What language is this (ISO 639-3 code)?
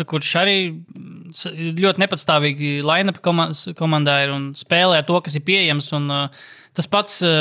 lav